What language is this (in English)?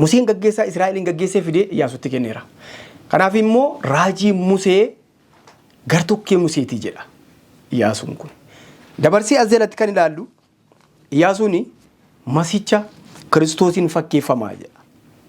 Oromo